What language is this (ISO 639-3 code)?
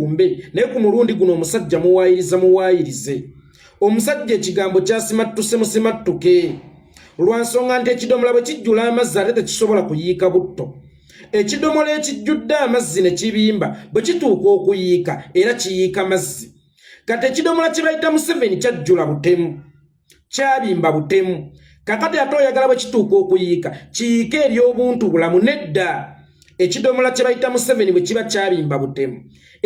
lug